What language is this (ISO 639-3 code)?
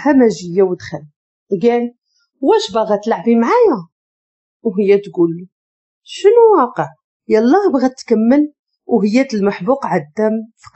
ary